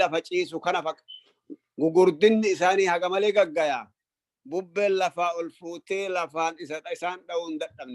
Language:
Oromo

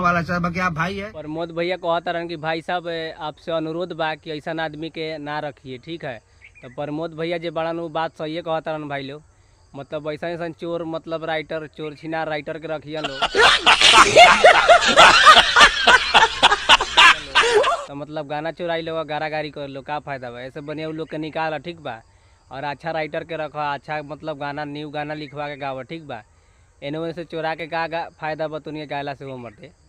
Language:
Bhojpuri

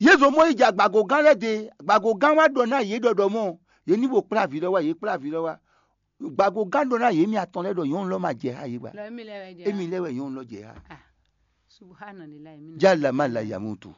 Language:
Fon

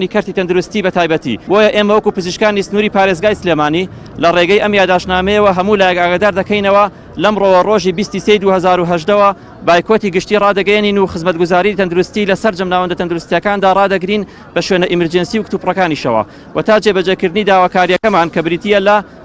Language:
Central Kurdish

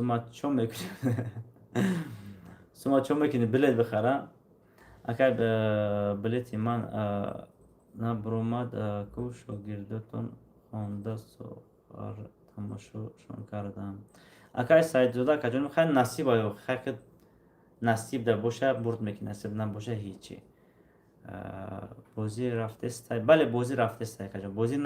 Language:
Tajik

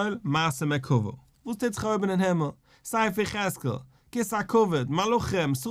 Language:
Yiddish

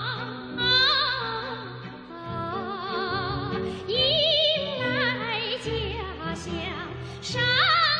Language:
Chinese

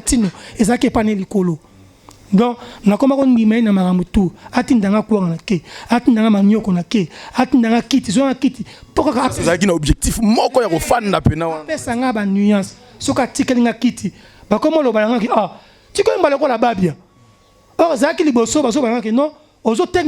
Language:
Lingala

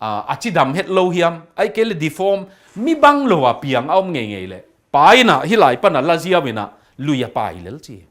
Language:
Tedim Chin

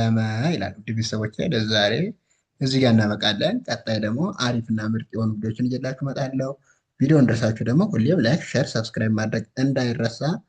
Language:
Amharic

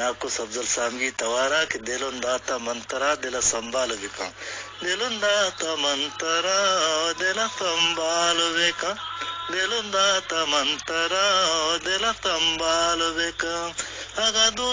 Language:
Eastern Balochi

